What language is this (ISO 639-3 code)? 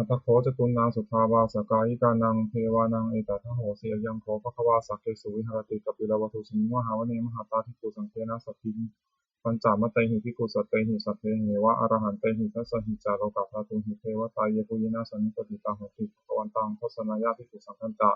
pli